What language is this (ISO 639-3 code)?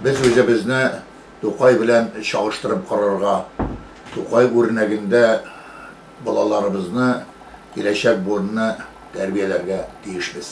tat